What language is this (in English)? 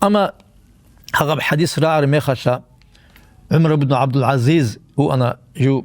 Avaric